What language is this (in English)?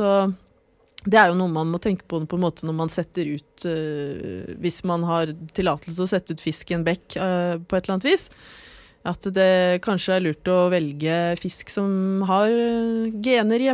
Norwegian